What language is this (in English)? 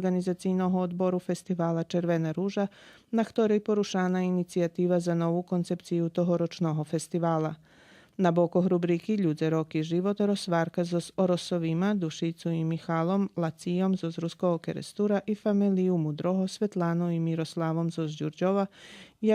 Rusyn